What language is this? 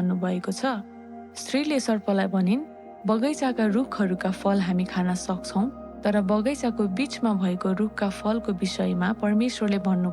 Nepali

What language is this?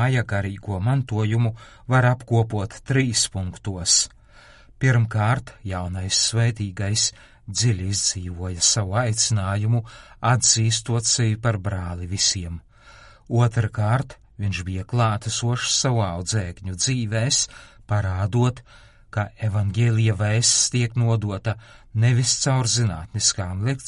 Latvian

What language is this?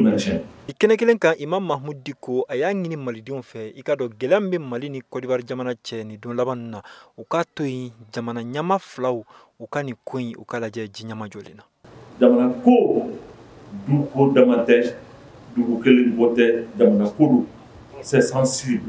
Bambara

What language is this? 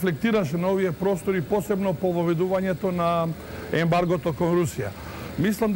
Macedonian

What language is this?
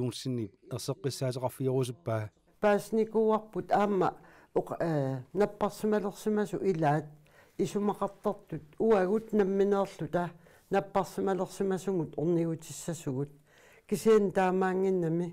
Kalaallisut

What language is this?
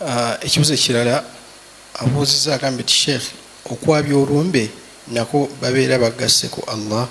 Ganda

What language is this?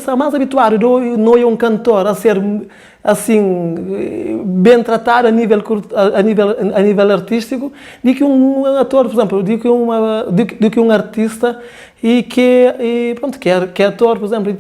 Kabuverdianu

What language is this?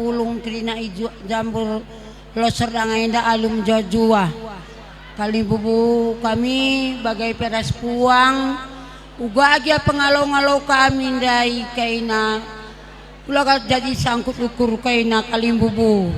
Batak Karo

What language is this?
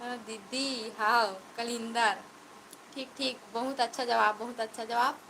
Chhattisgarhi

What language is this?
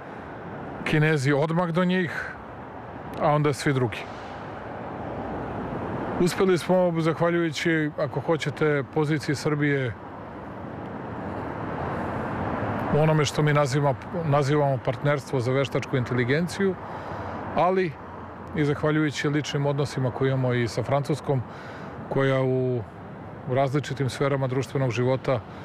Serbian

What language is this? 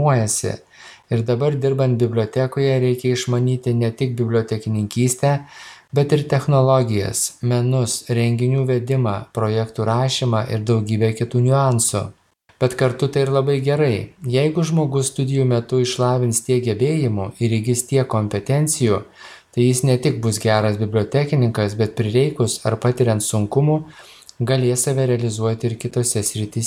Lithuanian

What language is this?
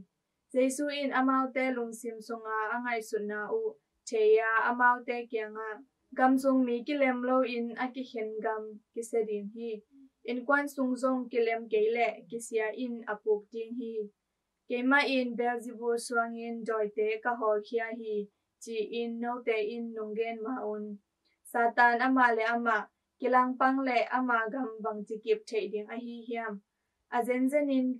Tedim Chin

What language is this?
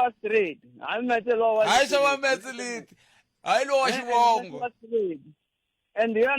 Tsonga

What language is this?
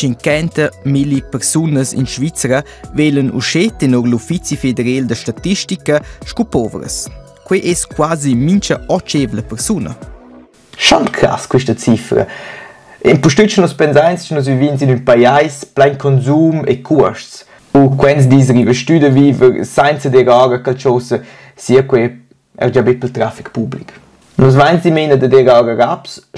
Romansh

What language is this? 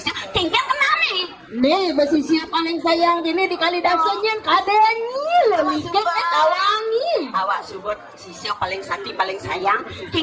Balinese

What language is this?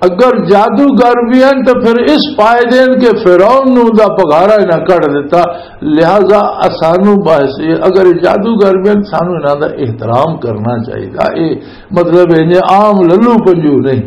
Western Panjabi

